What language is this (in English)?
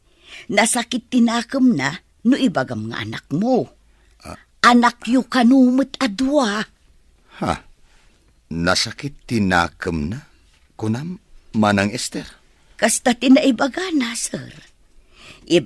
Iloko